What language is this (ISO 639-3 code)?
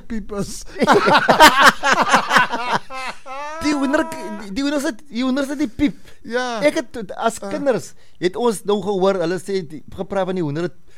afr